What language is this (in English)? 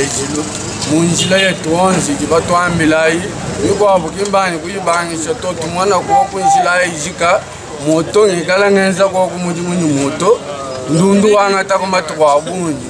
Luba-Lulua